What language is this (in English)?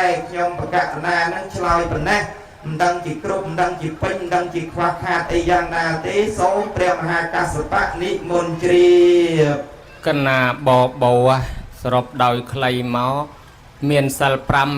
Khmer